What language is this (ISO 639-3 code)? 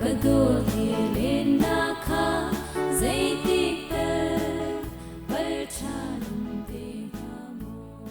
cnh